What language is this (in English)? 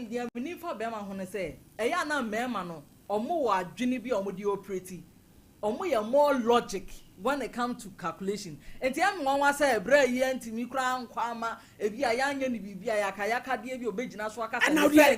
Akan